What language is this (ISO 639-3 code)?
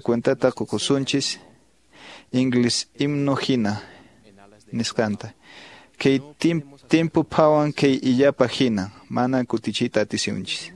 que